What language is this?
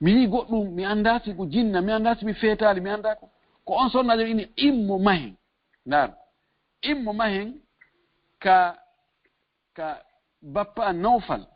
Fula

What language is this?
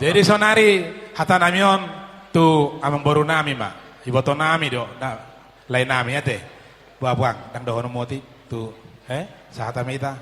Batak Toba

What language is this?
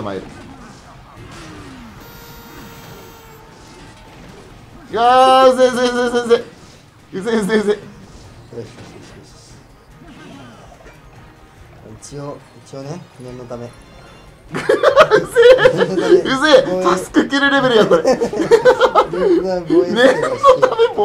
Japanese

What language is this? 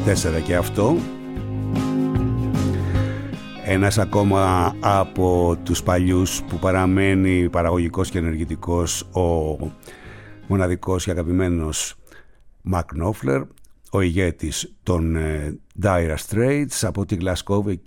Greek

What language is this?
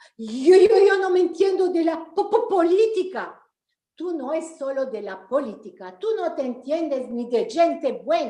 Ladino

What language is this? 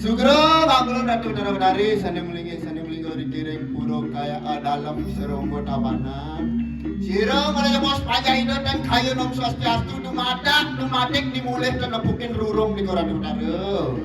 Balinese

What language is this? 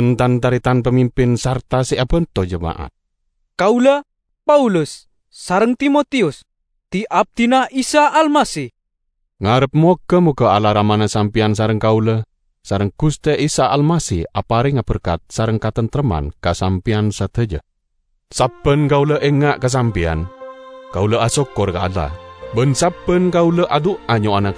Madurese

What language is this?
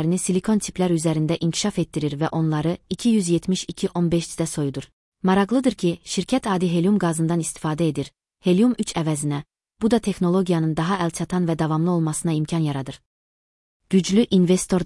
Azerbaijani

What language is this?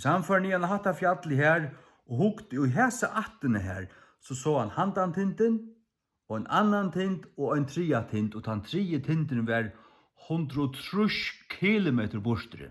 Faroese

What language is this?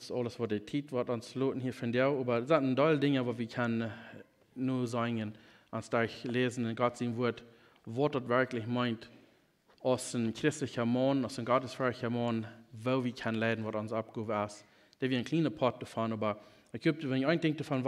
Plautdietsch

